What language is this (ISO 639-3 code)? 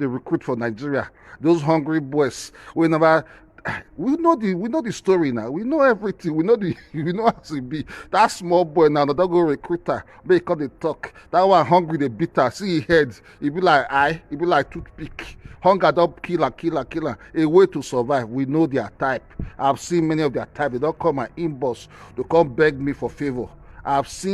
pcm